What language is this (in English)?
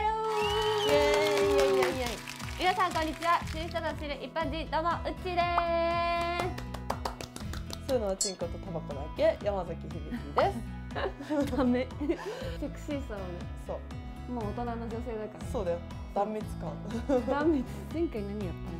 Japanese